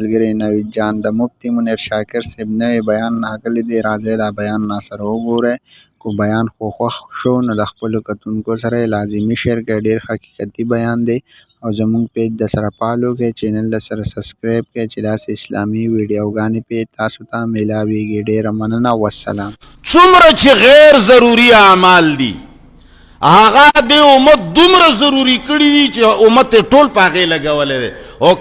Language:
Pashto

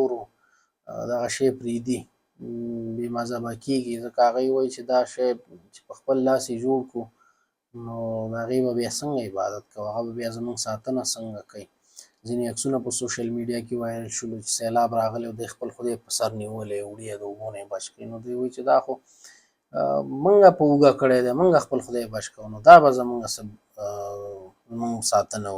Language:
Pashto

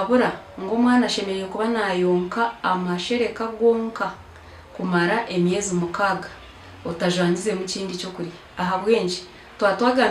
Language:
Nyankole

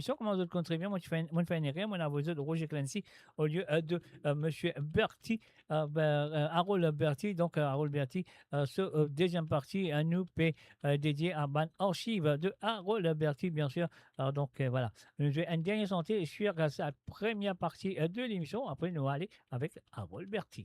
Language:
Morisyen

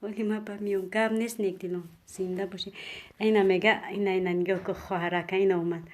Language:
Tajik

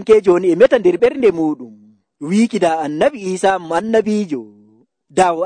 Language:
Nigerian Fulfulde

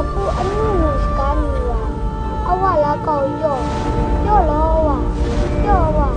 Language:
Kachin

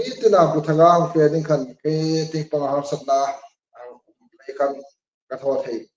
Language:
Hmar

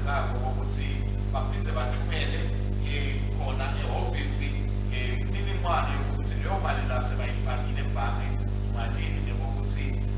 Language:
Swati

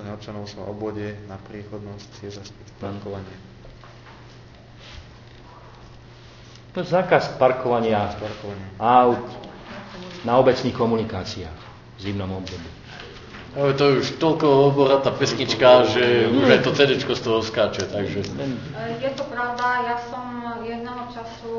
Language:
Slovak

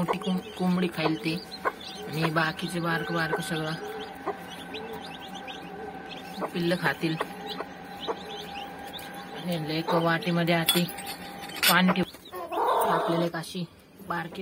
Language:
Marathi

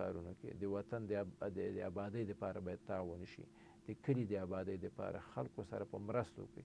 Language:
Pashto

